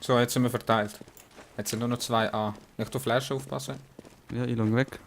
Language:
Swiss German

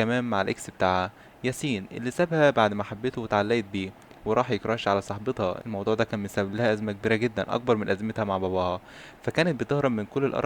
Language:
Egyptian Arabic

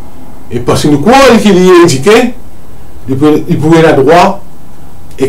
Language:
Morisyen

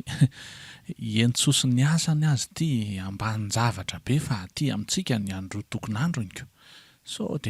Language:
Malagasy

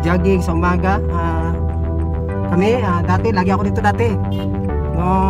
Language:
Filipino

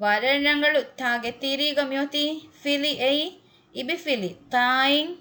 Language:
Divehi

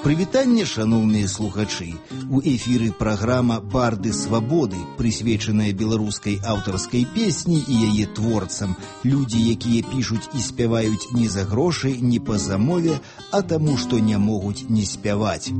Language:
Belarusian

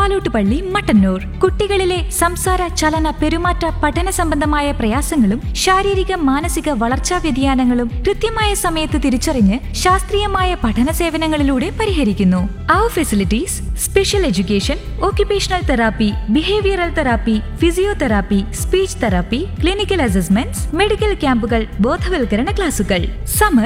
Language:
Malayalam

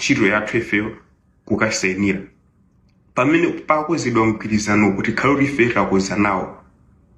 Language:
Nyanja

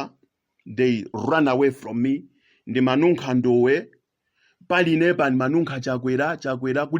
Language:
Nyanja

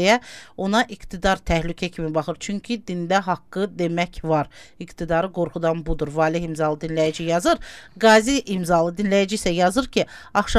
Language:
Azerbaijani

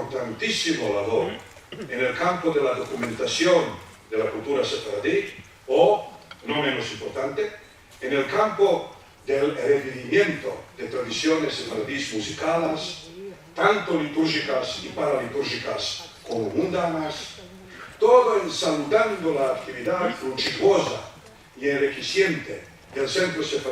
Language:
Ladino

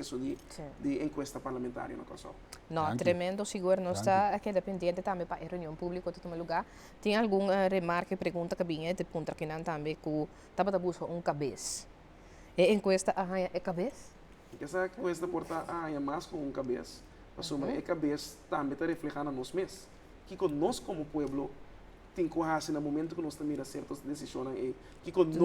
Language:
Papiamento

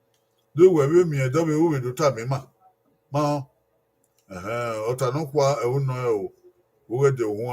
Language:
Bini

